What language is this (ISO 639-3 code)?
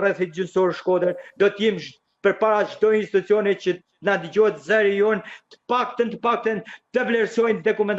sqi